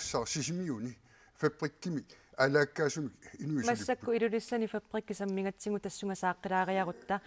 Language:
Kalaallisut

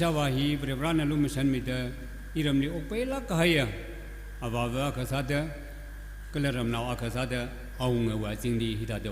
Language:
Tangkhul Naga (India)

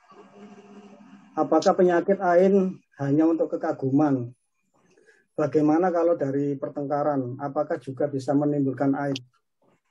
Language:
Indonesian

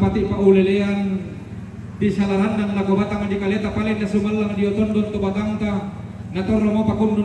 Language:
Toraja-Sa'dan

